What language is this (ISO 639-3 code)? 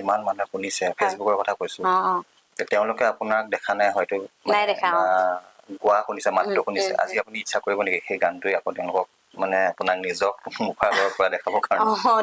asm